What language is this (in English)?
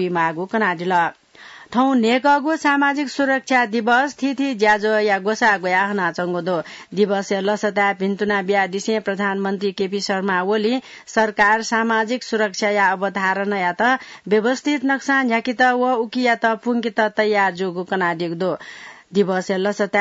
Newari